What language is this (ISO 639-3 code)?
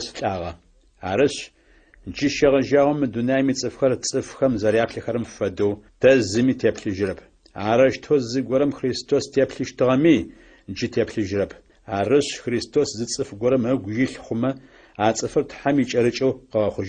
ady